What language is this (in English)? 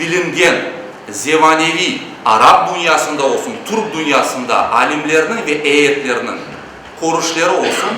Crimean Tatar